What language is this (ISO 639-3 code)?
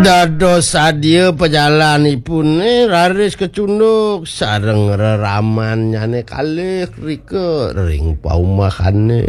ban